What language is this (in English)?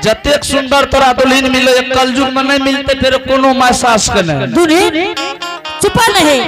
Angika